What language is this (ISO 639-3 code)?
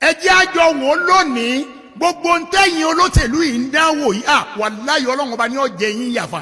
yor